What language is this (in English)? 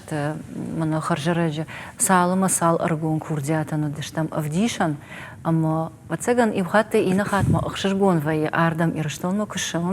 Ossetic